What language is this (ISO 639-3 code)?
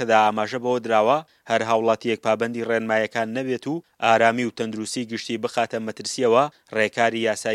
ckb